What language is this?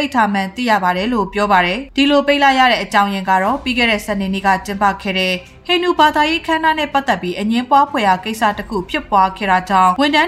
Burmese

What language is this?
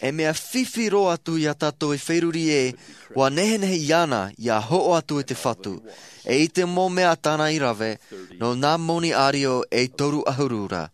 Tahitian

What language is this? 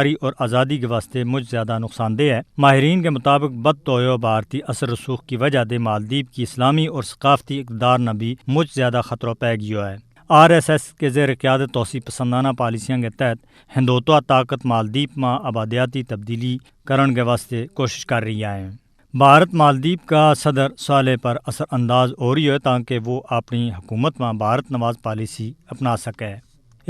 Gujari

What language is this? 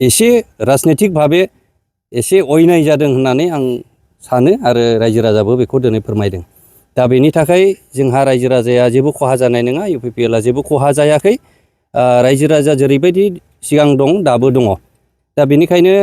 Bodo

